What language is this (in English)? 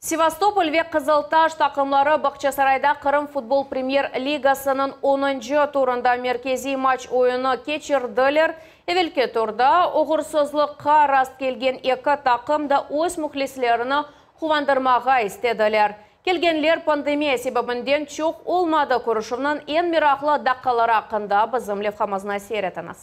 Crimean Tatar